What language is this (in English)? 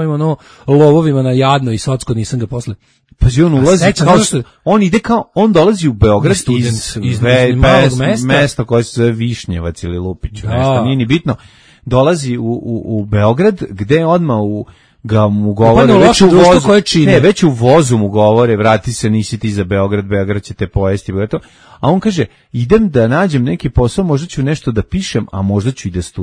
Serbian